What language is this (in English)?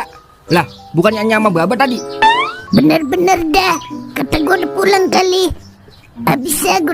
Betawi